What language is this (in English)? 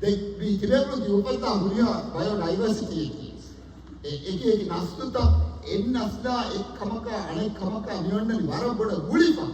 Divehi